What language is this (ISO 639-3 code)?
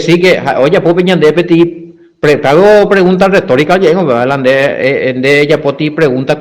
grn